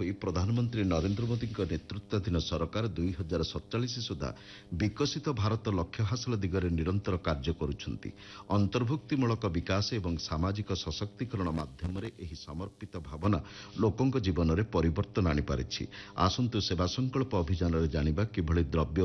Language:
Odia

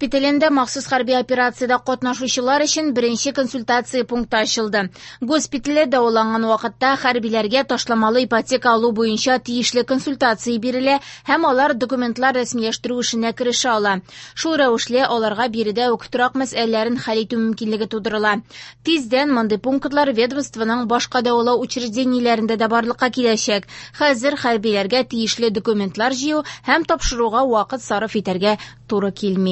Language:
Tatar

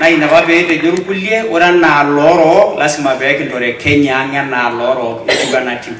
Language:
Masai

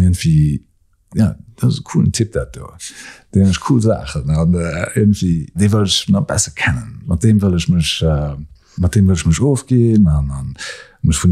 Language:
Luxembourgish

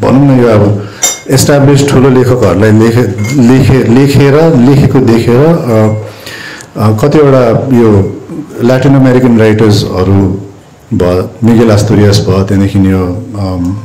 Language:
Nepali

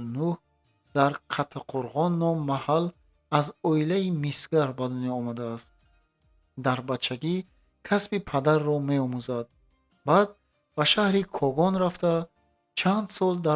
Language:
Tajik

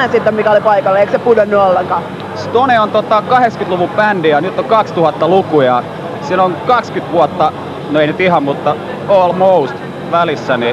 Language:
Finnish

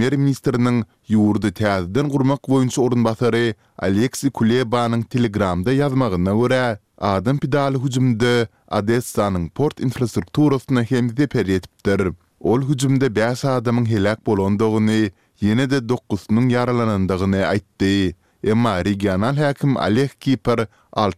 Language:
Turkmen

